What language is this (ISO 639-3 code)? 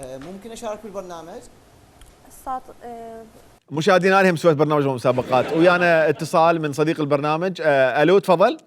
acm